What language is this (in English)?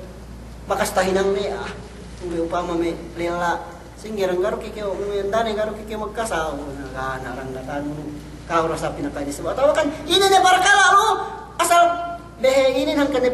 Yakan